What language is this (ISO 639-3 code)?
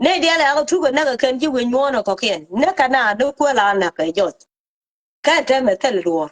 nus